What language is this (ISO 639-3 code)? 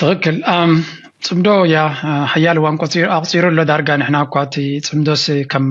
tir